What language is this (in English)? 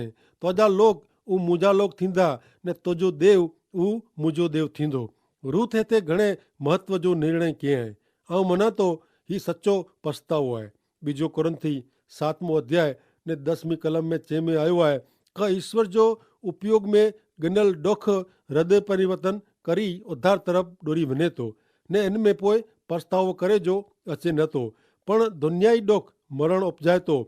Kachhi